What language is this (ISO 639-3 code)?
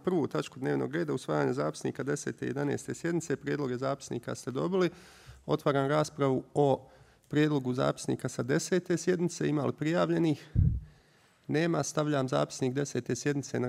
bos